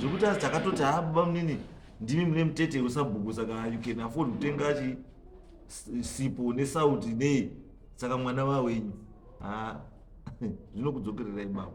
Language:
Shona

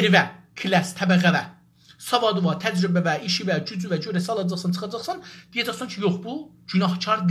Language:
South Azerbaijani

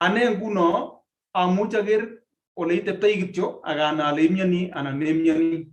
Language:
Kalenjin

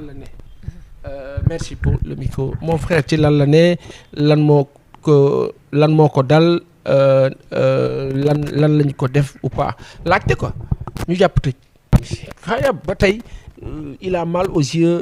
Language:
Wolof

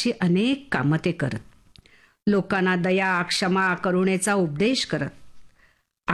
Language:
Marathi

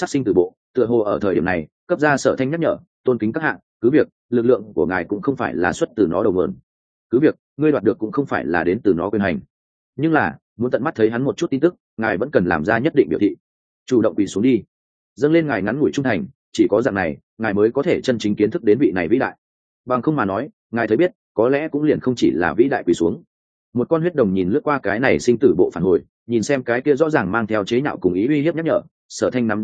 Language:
Vietnamese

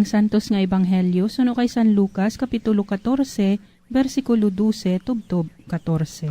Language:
Hiligaynon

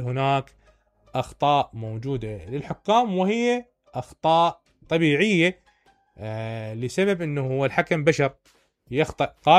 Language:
Mesopotamian Arabic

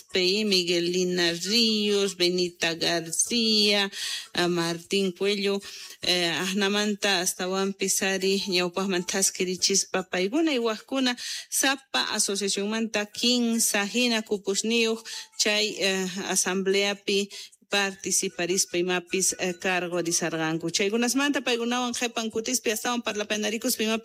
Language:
South Bolivian Quechua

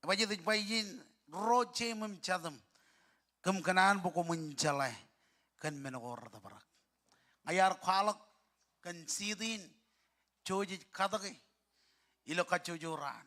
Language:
Marshallese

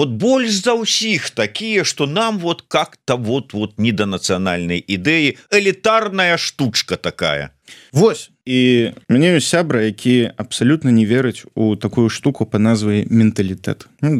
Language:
Belarusian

